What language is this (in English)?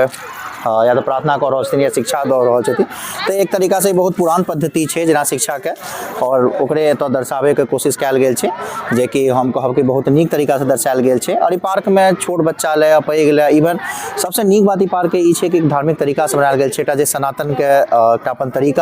Maithili